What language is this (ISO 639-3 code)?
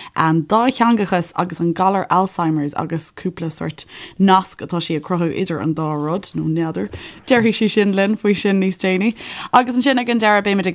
gle